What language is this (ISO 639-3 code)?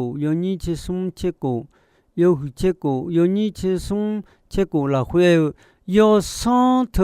ahk